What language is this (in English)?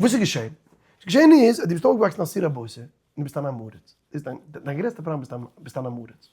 Yiddish